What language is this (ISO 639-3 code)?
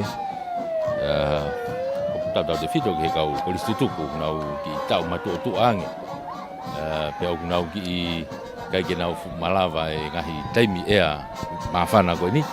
ton